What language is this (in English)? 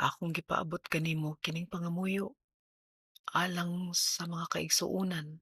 Cebuano